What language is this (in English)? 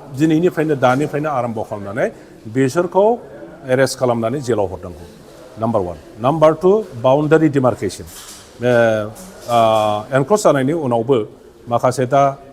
Bodo